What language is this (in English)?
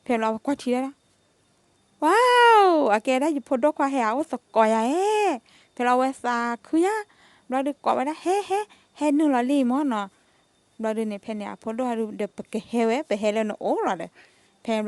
S'gaw Karen